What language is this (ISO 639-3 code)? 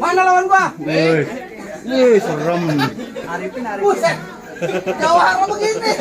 bew